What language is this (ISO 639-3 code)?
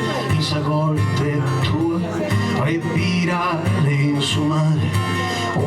srd